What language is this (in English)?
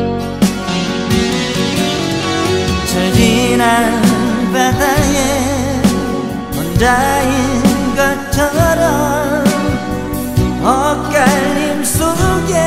Korean